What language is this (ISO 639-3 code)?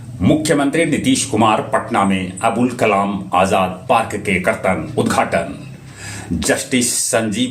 mag